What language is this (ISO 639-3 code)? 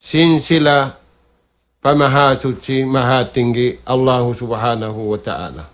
tsg